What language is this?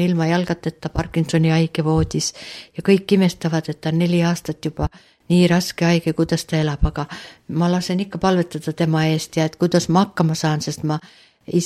Estonian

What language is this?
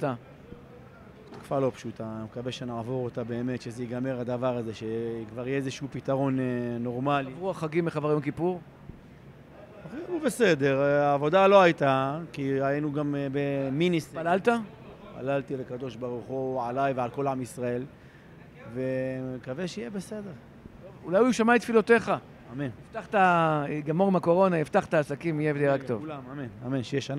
Hebrew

